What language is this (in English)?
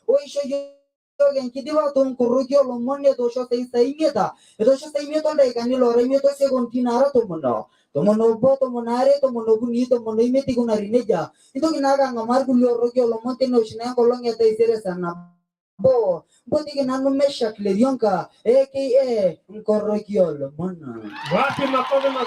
Masai